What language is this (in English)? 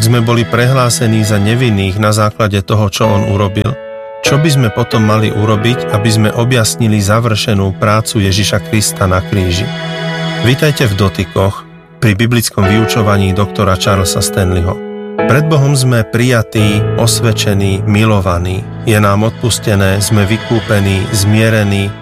Slovak